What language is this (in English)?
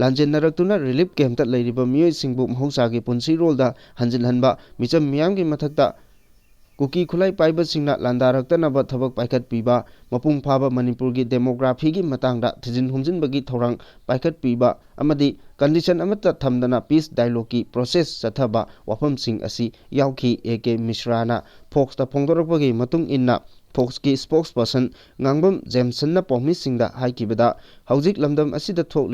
Manipuri